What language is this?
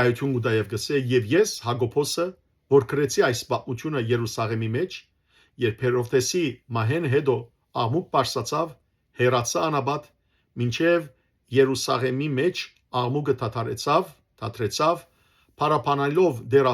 Western Armenian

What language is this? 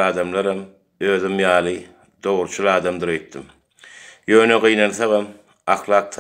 Turkmen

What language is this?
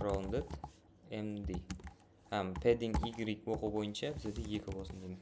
Kara-Kalpak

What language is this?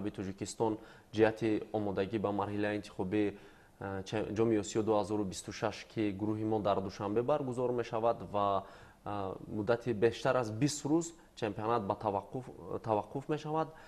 Tajik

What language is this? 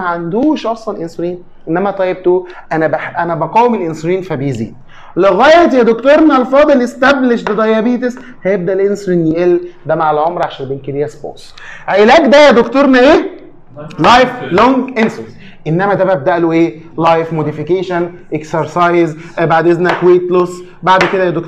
Egyptian Arabic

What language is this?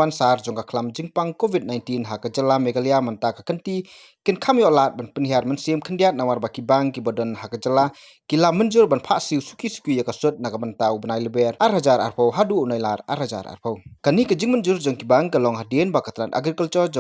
Khasi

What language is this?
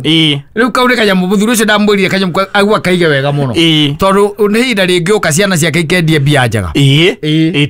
Kikuyu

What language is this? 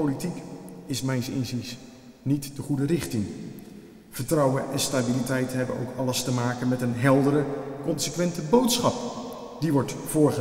Dutch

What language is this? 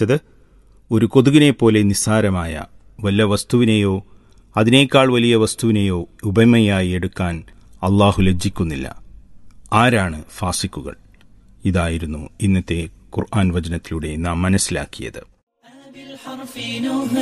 Malayalam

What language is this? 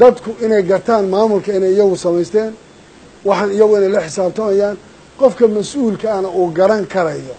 Somali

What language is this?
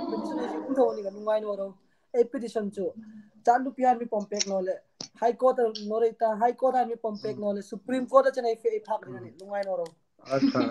Hmar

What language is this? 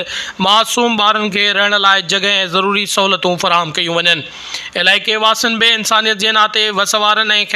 Sindhi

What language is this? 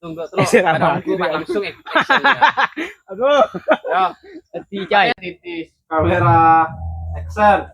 Madurese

